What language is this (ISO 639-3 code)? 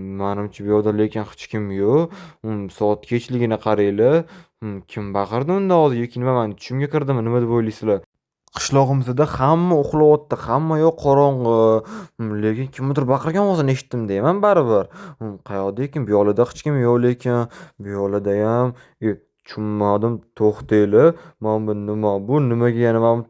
uzb